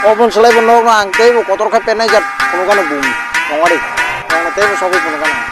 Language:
Kok Borok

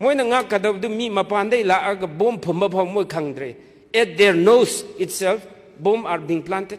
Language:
Manipuri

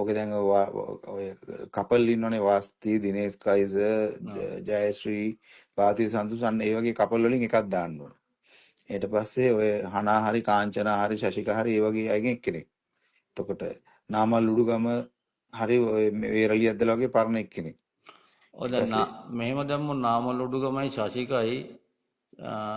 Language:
Sinhala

